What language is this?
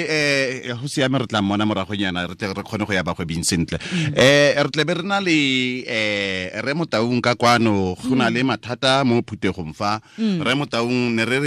Tswana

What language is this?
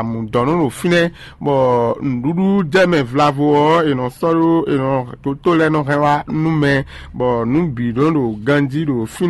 Fon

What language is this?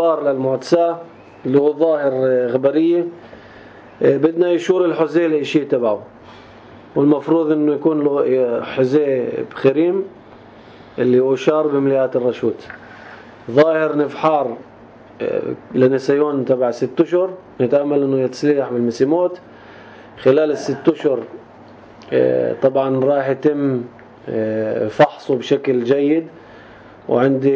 North Levantine Arabic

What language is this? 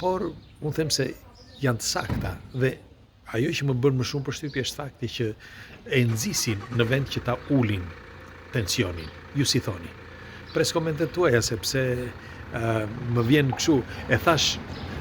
Albanian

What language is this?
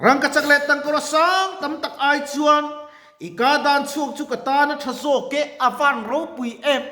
Mizo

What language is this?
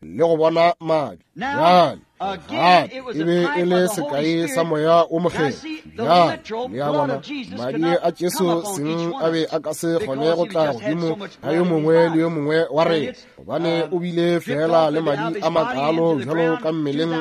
Northern Sotho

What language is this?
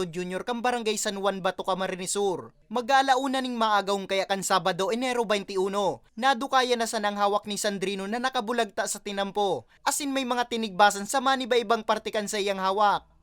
Bikol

